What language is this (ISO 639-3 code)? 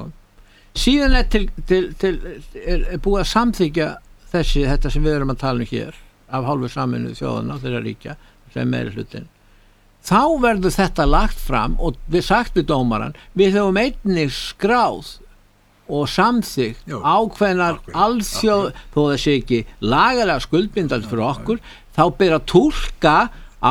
isl